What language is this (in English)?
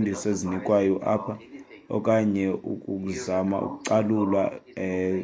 Xhosa